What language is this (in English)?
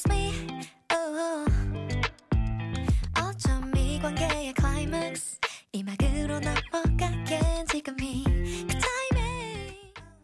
Korean